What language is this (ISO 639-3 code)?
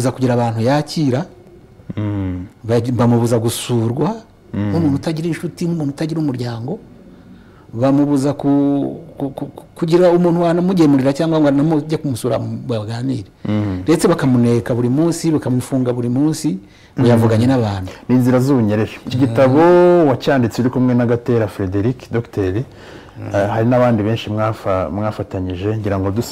kin